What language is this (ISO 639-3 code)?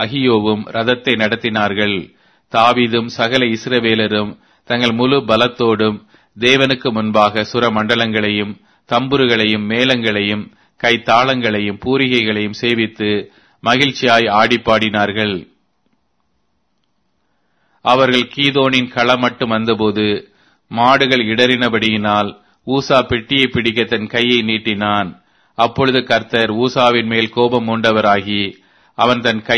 tam